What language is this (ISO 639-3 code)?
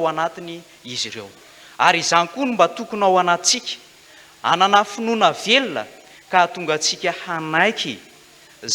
mlg